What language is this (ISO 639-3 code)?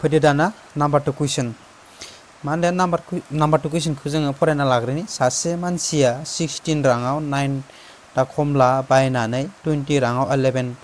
brx